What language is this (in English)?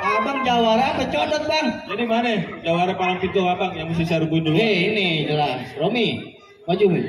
Betawi